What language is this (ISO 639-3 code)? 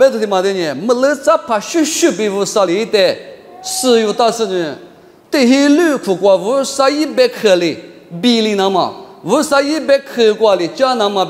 lis